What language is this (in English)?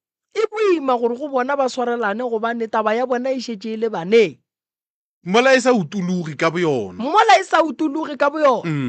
Northern Sotho